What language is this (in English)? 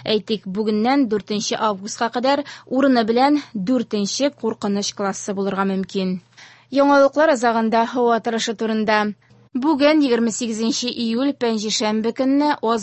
Tatar